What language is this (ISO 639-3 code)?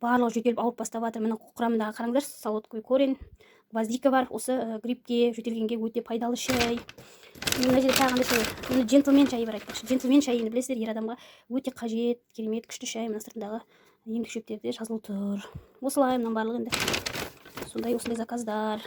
kaz